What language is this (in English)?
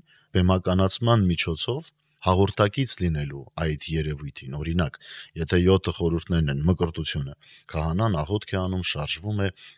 Armenian